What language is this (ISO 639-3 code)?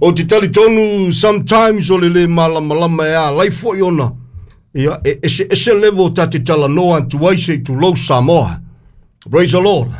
smo